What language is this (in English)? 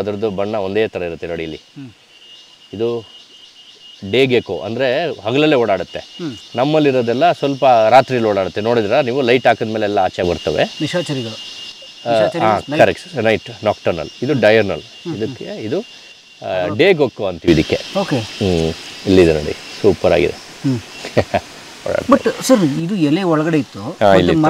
Kannada